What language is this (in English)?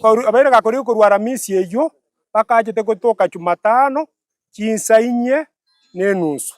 Gusii